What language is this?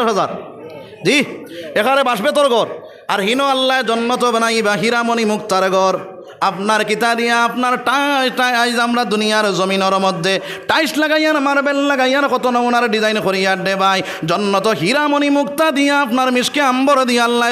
Sylheti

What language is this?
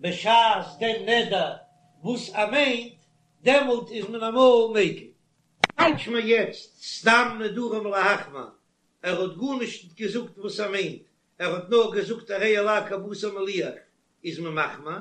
Yiddish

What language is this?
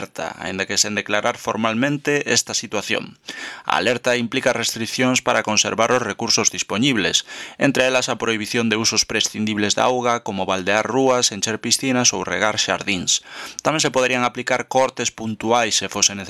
Galician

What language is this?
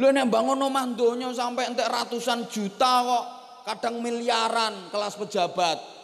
Javanese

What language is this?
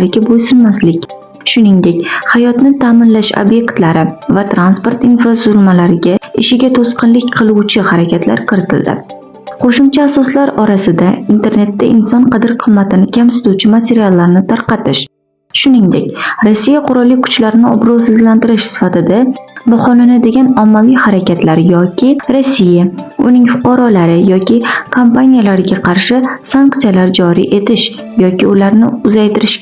Uzbek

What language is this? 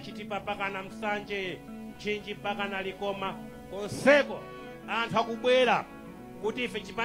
Nyanja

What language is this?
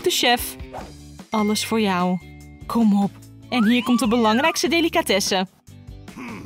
Dutch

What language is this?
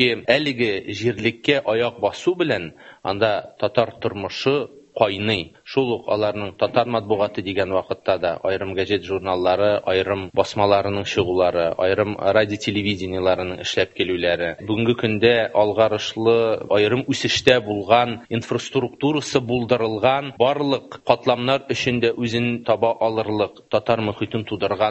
Tatar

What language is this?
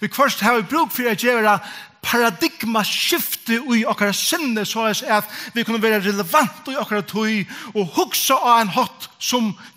Faroese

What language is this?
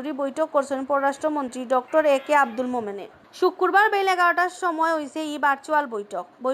Sylheti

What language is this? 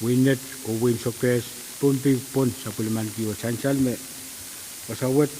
Pohnpeian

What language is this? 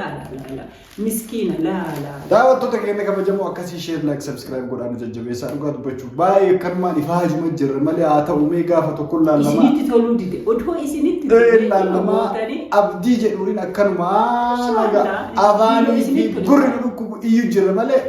Oromo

